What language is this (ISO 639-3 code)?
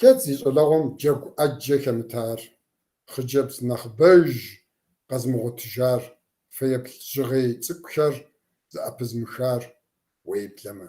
kbd